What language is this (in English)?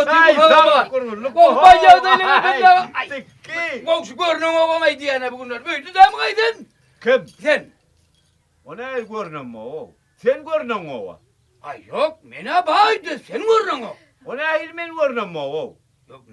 Turkmen